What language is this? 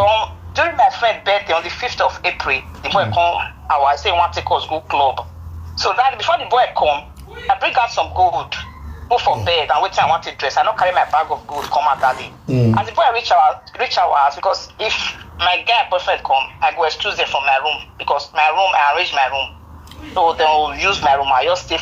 Nigerian Pidgin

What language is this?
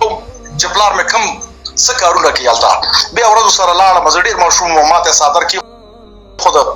Pashto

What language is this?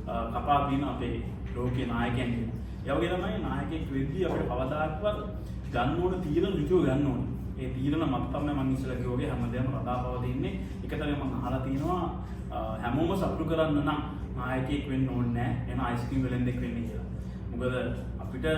Sinhala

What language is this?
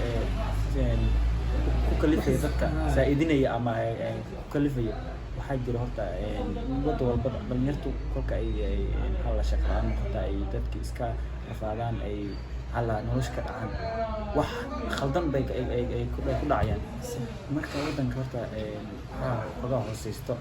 Somali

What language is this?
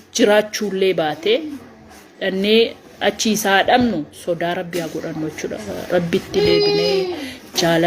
Oromo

